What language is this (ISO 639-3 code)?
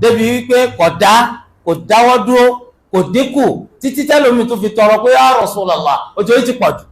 yor